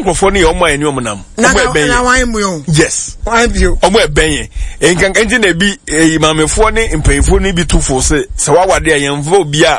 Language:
Akan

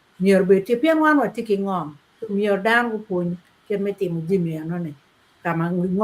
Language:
Acoli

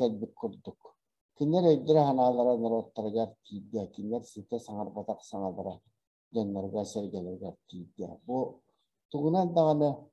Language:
Yakut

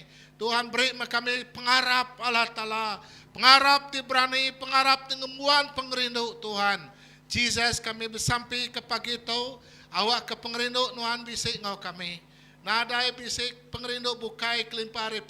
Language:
Iban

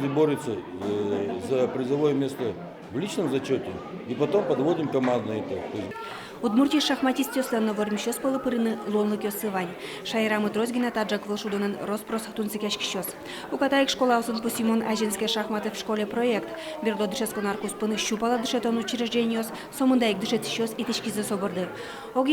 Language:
Udmurt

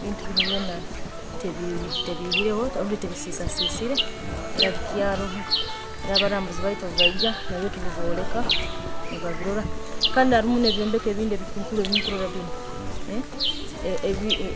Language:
Nyoro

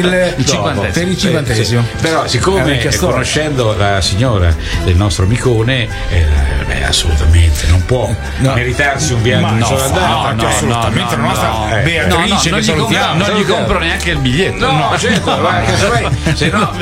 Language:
Italian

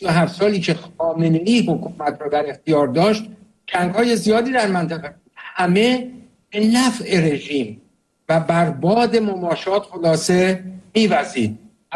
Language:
Persian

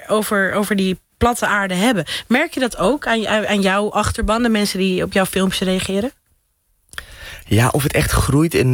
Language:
Dutch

